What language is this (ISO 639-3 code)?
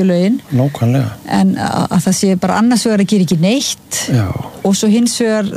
isl